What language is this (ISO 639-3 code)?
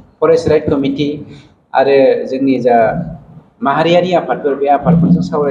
brx